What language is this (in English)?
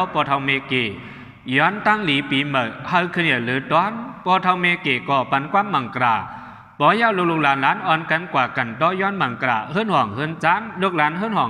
Shan